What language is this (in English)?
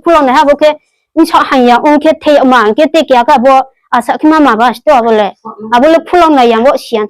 Riang (India)